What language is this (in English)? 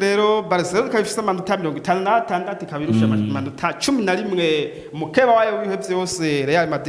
Rundi